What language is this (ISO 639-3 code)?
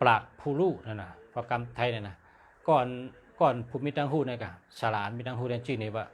shn